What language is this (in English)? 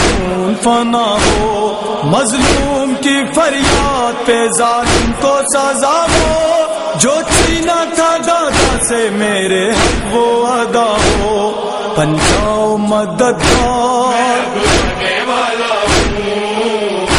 Urdu